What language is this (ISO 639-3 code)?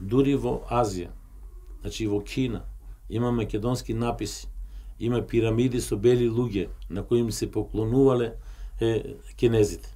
mkd